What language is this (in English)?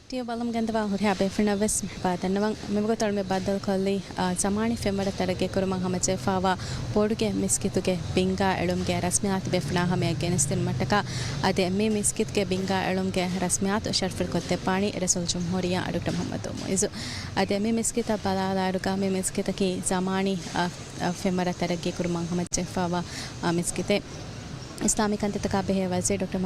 Divehi